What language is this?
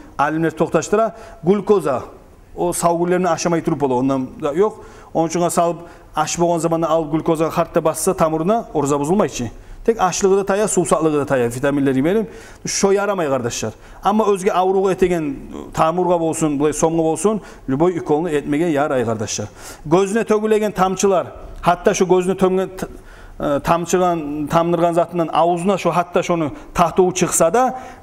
Kumyk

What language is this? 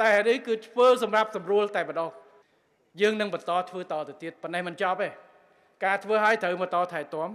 Khmer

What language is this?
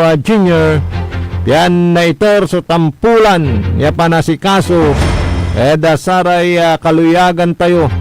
Pangasinan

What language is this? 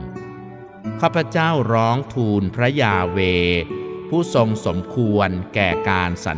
Thai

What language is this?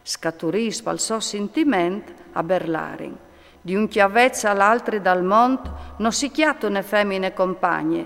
Friulian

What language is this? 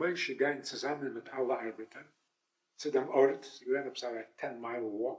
Yiddish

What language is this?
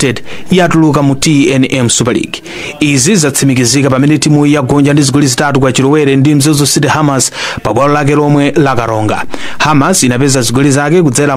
Nyanja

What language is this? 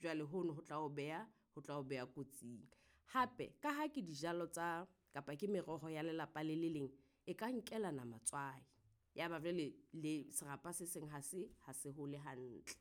Southern Sotho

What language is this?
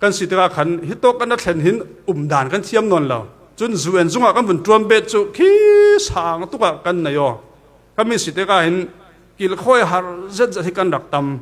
Falam Chin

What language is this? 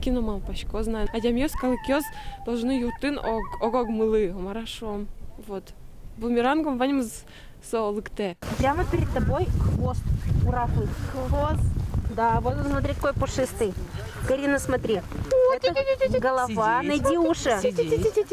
Udmurt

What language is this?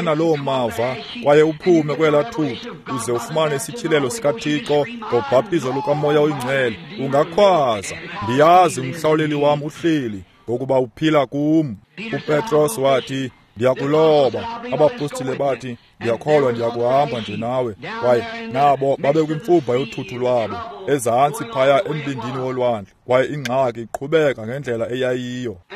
Xhosa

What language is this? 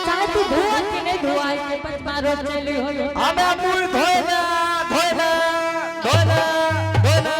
Angika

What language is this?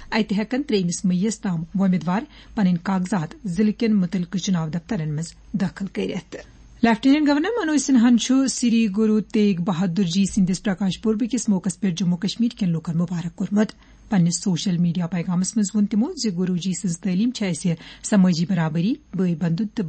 Kashmiri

